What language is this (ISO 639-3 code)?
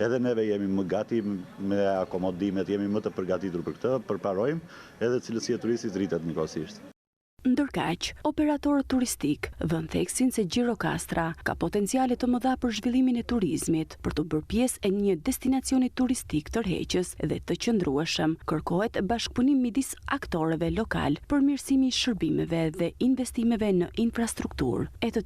sqi